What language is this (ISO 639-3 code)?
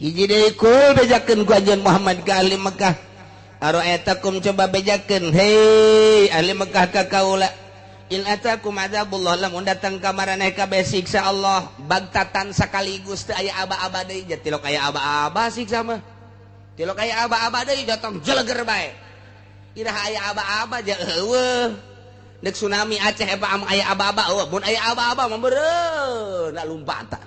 sun